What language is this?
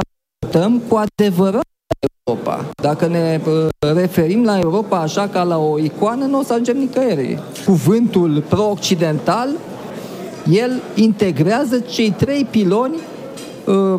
Romanian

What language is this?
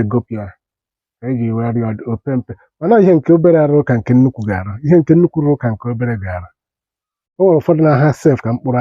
Igbo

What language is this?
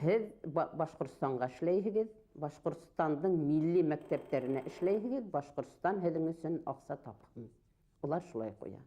Bashkir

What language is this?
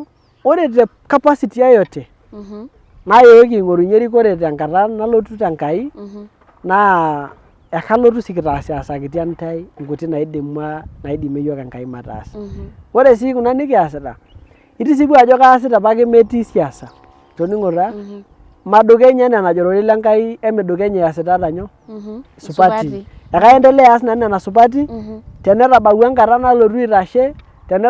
Masai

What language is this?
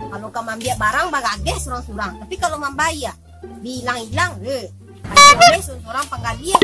Minangkabau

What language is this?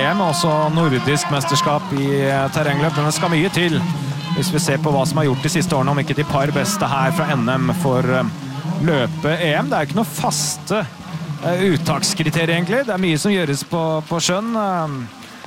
Norwegian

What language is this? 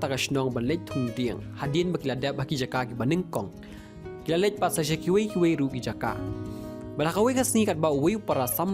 Khasi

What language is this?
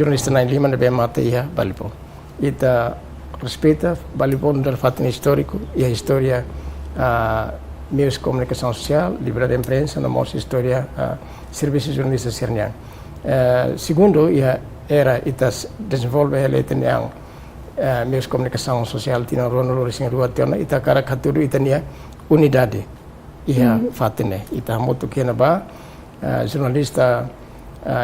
Tetum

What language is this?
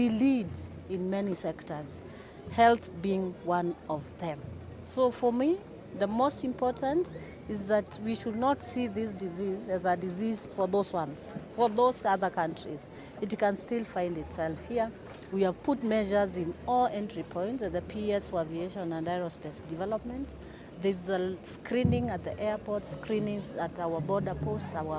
Kamba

